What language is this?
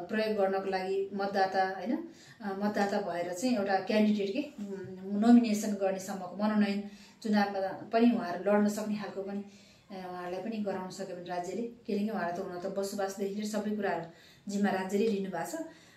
Nepali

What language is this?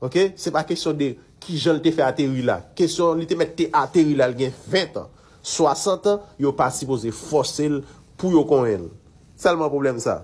Haitian Creole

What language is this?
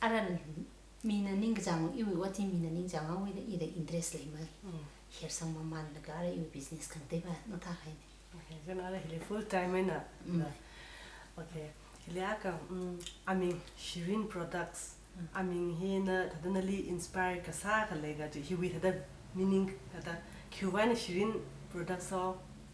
Tangkhul Naga (India)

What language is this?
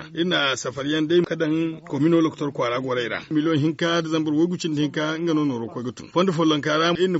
Zarma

